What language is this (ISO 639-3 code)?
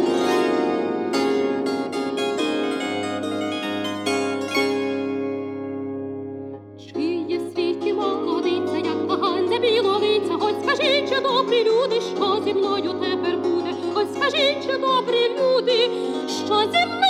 ukr